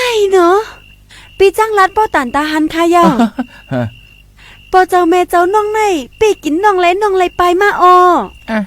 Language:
Shan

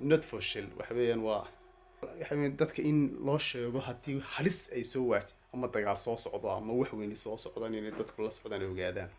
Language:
Somali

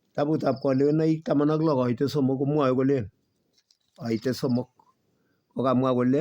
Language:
Kalenjin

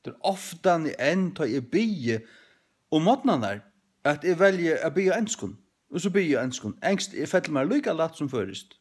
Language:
Faroese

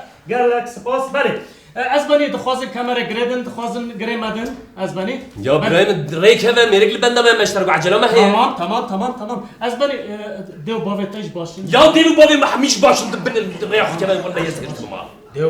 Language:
Kurdish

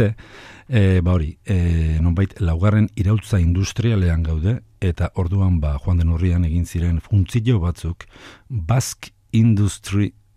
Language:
Basque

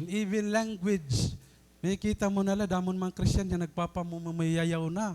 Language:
Waray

